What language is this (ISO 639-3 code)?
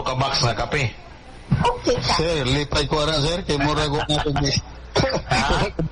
ceb